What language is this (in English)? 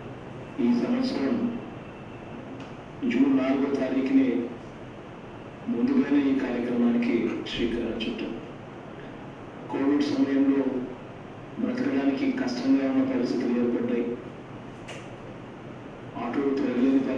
Telugu